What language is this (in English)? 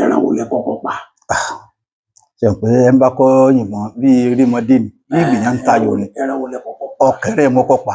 Yoruba